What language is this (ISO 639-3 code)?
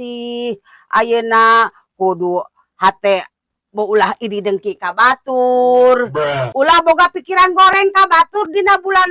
sun